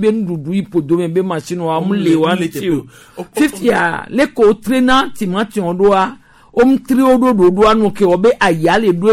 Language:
Gen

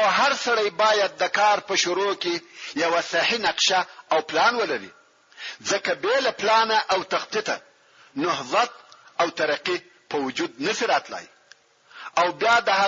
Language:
Pashto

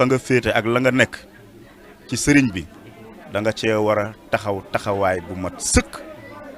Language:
Wolof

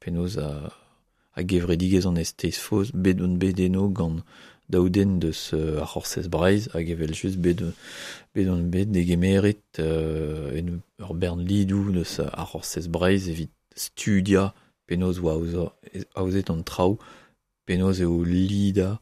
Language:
Breton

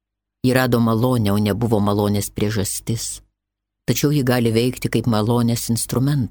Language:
Lithuanian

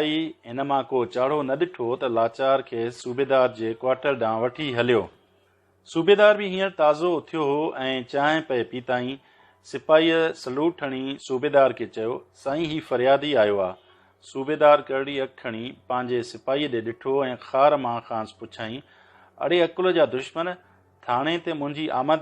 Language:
Sindhi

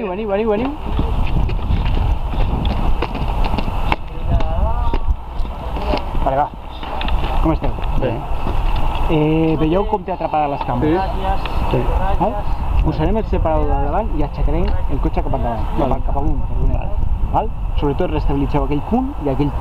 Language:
Catalan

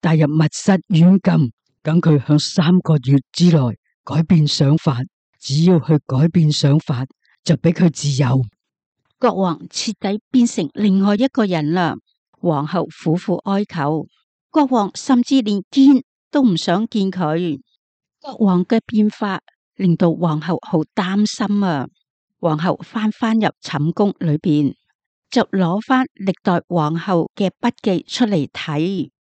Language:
Cantonese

